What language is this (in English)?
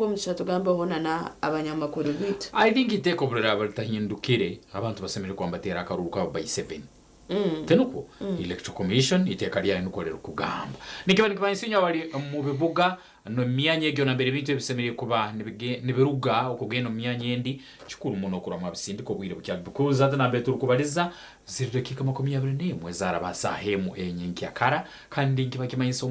Nyankole